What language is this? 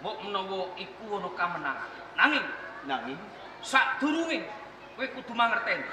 Javanese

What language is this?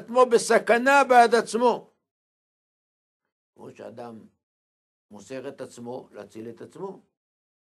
Hebrew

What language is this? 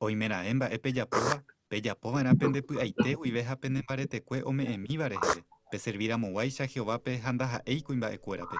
Guarani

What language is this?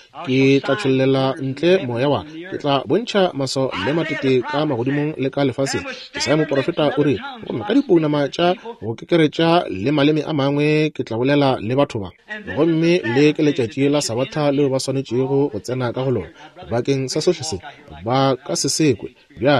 Northern Sotho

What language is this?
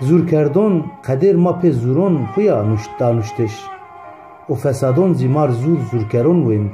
Zaza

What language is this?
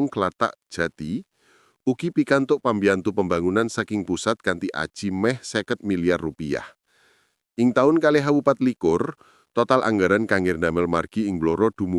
Javanese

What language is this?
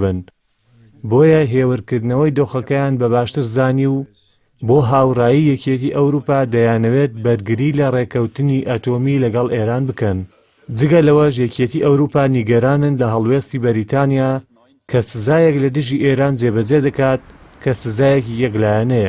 Central Kurdish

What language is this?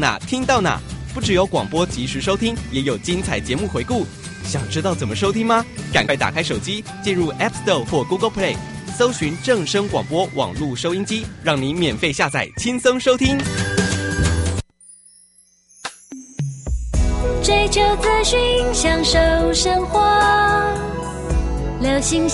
Chinese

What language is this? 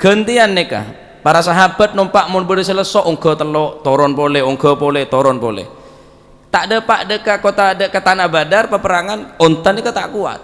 Madurese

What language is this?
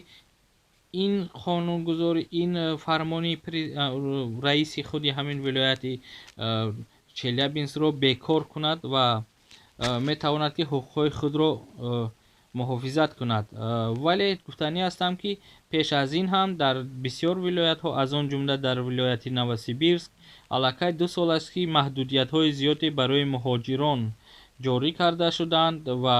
Tajik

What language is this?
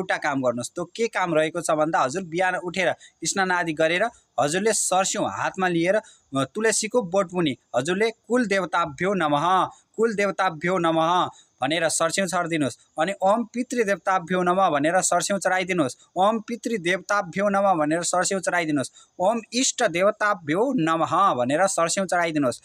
Nepali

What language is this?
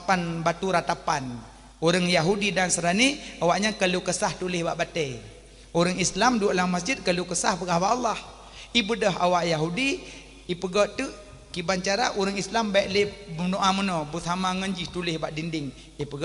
Achinese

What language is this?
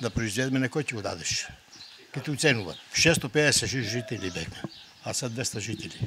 Macedonian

